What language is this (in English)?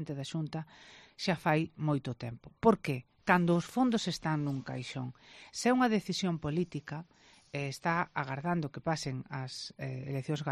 Galician